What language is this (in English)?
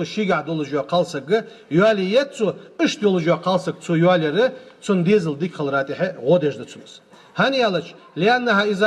Ingush